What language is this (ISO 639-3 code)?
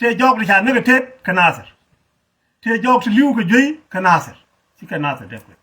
nus